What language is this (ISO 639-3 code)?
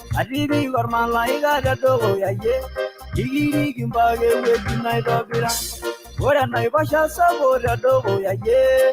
mas